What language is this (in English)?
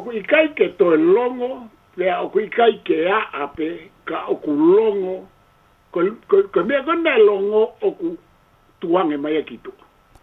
Tongan